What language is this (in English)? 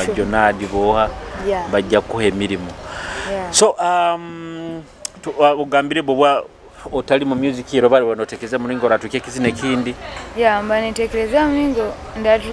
Nyoro